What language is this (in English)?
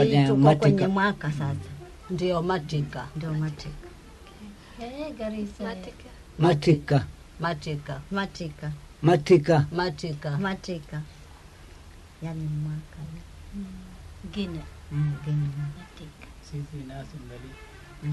Swahili